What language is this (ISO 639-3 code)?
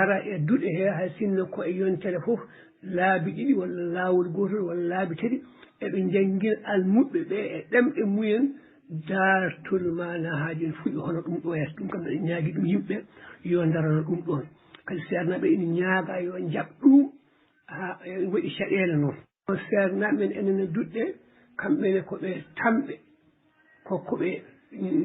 ful